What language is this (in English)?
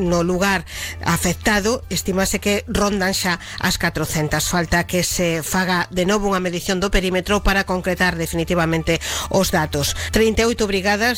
Galician